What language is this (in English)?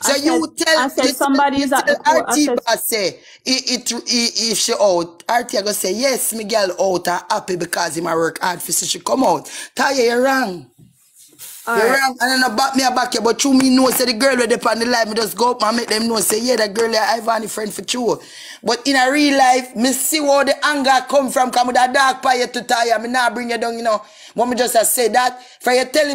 Jamaican Creole English